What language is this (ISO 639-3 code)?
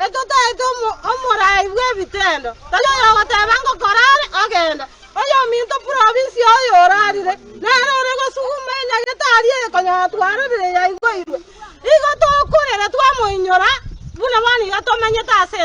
guz